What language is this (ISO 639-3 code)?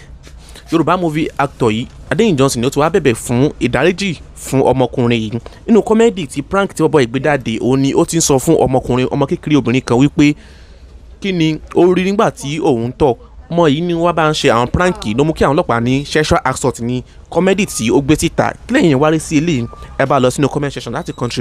yor